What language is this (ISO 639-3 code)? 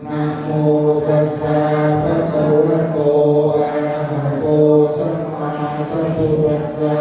pli